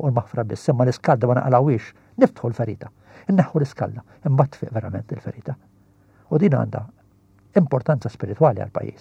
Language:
Maltese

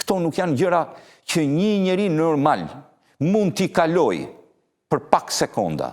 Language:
Albanian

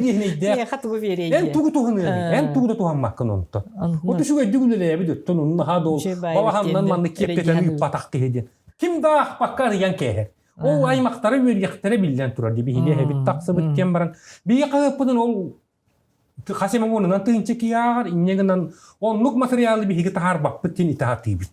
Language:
Yakut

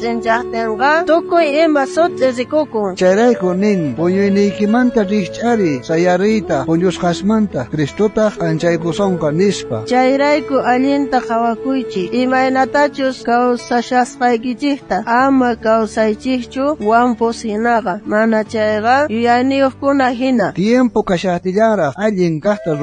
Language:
South Bolivian Quechua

